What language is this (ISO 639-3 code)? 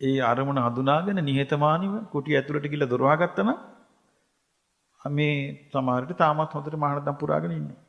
sin